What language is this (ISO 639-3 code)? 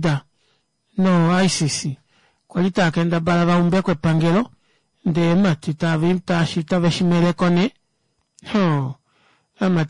kua